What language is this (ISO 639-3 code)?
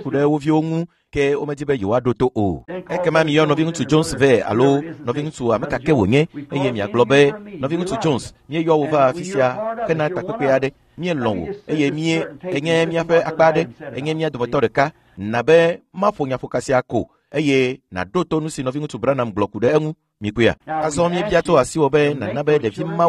ewe